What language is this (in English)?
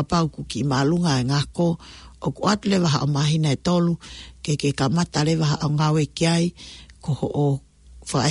Tongan